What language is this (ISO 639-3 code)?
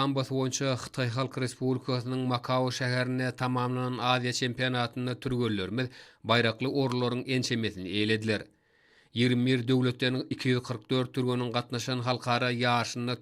tuk